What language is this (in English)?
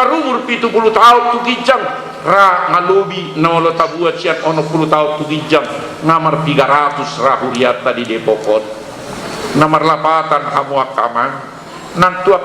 Batak Toba